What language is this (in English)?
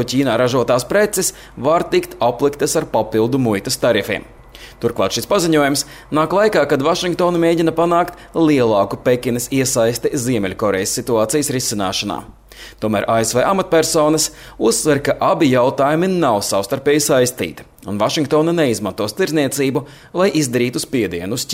Latvian